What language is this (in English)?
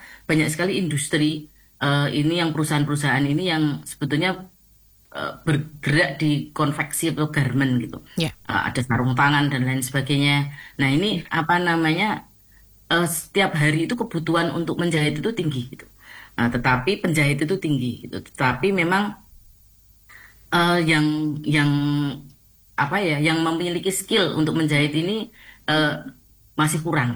Indonesian